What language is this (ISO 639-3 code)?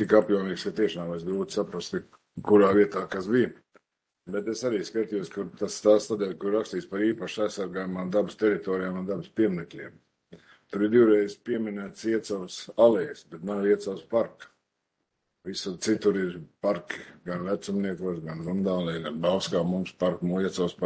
lav